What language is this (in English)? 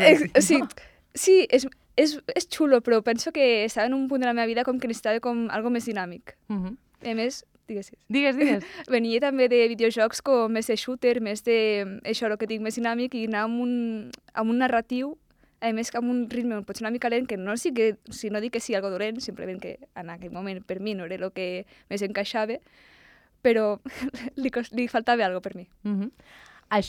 Catalan